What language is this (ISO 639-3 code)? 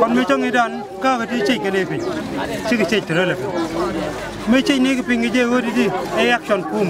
nus